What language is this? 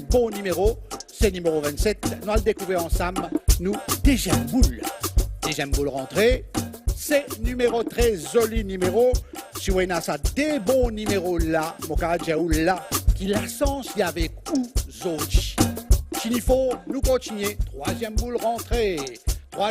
Morisyen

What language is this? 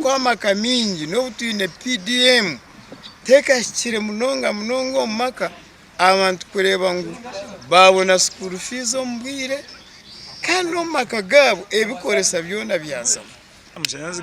Nyankole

